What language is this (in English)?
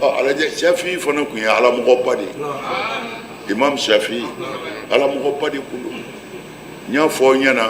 Bambara